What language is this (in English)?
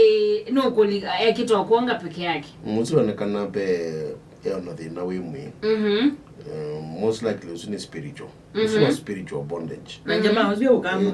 Kamba